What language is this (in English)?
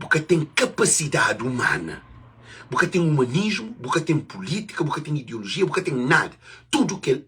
Kabuverdianu